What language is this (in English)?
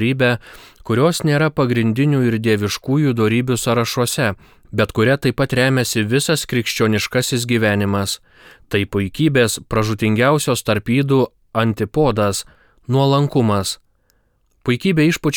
Lithuanian